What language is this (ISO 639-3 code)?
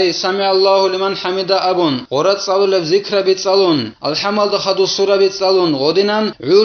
ava